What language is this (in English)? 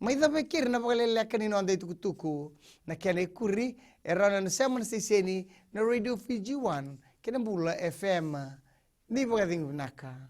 Fijian